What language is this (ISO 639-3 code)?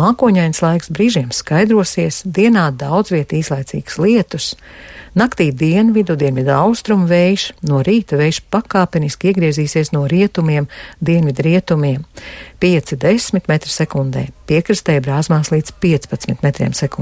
lav